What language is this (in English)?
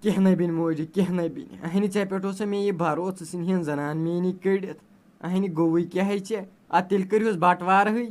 Kashmiri